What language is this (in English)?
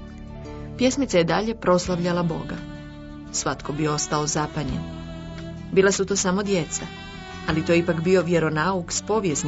Croatian